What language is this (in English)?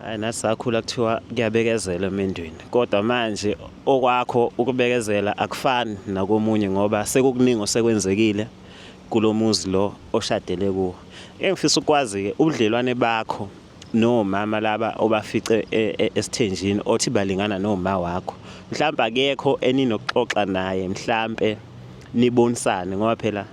Zulu